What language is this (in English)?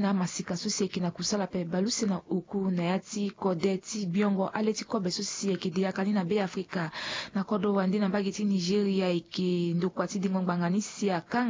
Sango